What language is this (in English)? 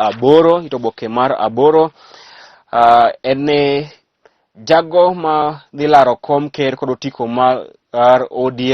Luo (Kenya and Tanzania)